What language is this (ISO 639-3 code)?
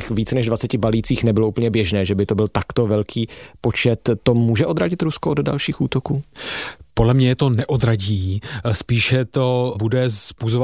ces